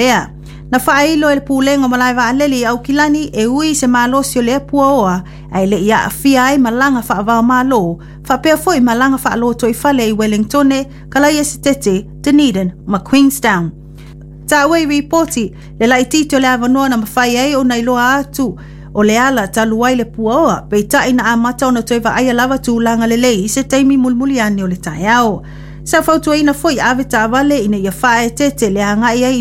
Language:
Samoan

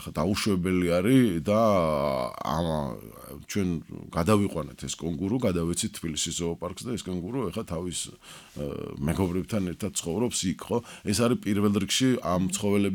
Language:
Georgian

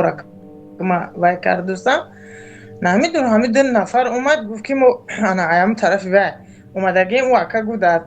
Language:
Tajik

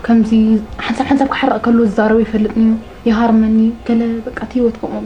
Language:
Tigrinya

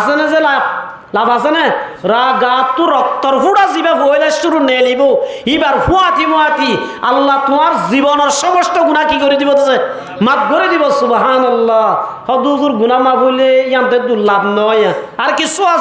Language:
Rohingya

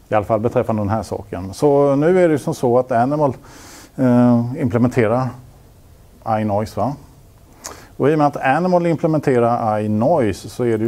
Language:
Swedish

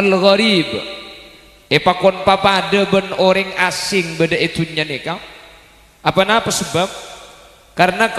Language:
Madurese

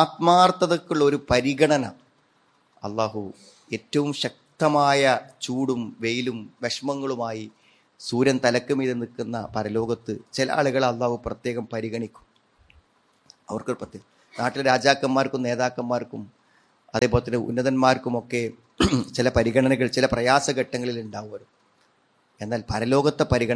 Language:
Malayalam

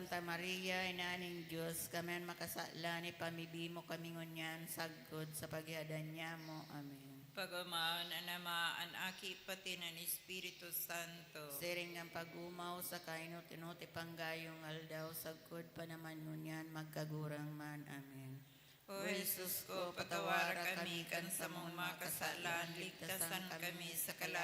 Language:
Bikol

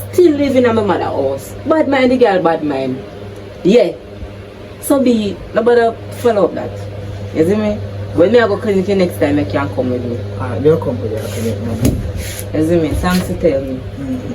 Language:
Jamaican Creole English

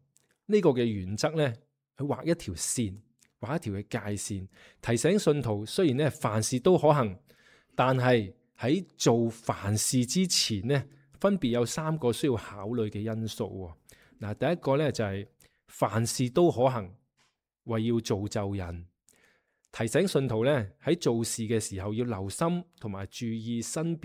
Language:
Cantonese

